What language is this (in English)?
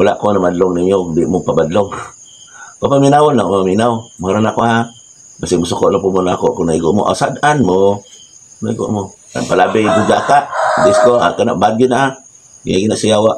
Cebuano